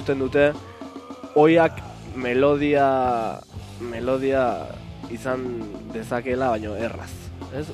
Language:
Basque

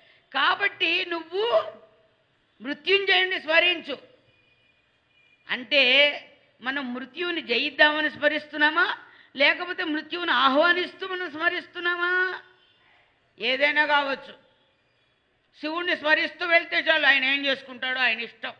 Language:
Telugu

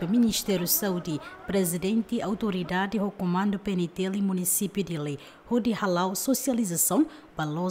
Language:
Tetum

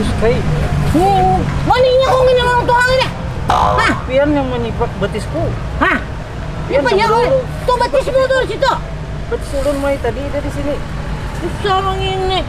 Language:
Banjar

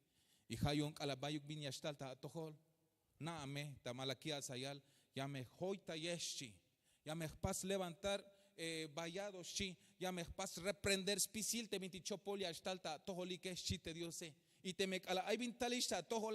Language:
Tzeltal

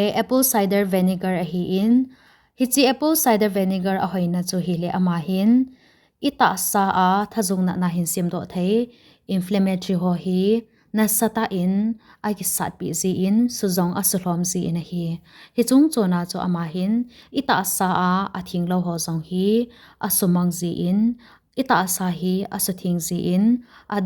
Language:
Thado Chin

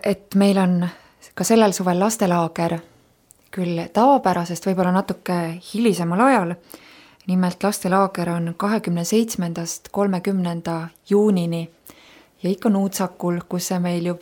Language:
Estonian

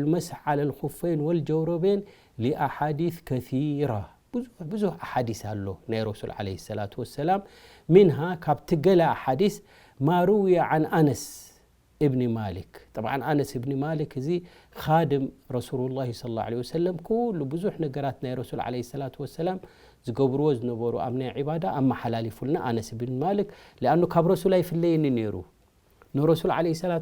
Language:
Tigrinya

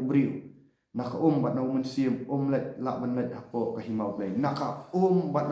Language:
Khasi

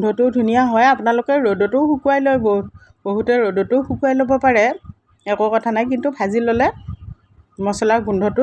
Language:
Assamese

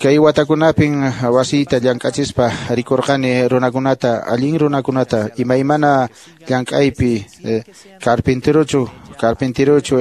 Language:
Quechua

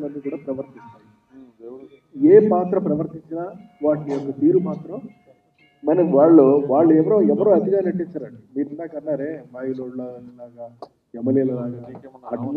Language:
Telugu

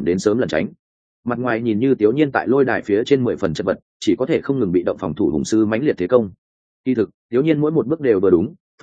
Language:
Vietnamese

